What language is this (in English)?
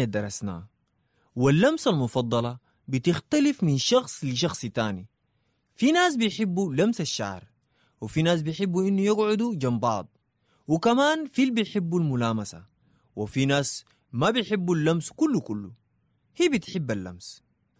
Sudanese Arabic